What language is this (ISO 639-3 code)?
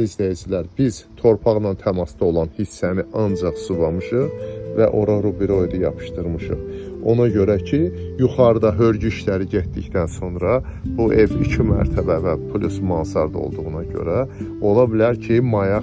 aze